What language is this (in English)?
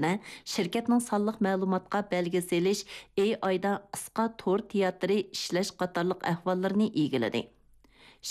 Uyghur